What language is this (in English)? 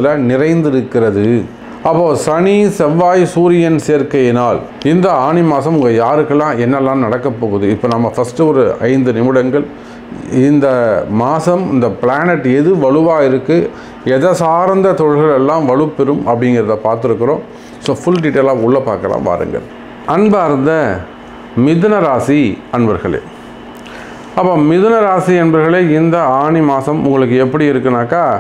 Tamil